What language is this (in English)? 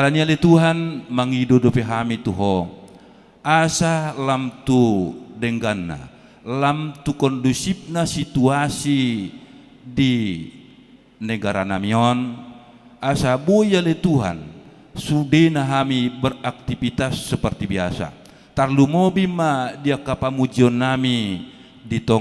Batak Toba